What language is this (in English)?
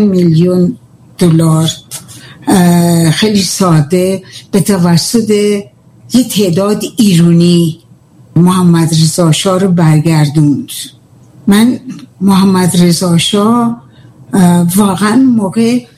Persian